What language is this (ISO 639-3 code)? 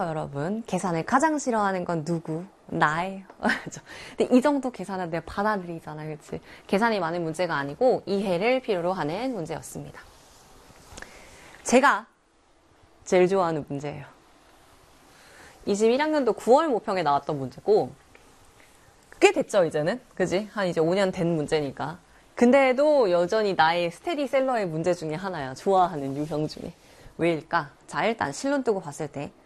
kor